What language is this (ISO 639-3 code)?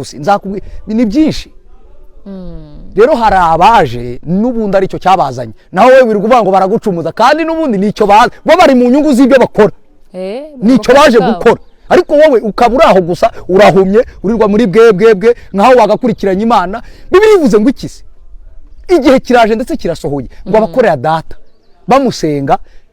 kin